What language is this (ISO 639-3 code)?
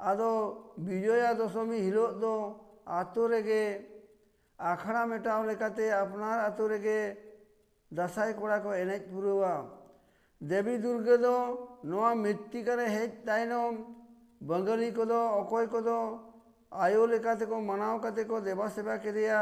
sat